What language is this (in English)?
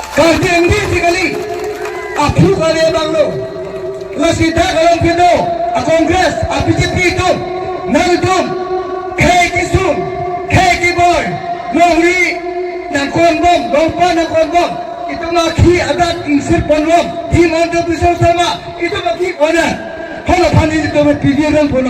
Karbi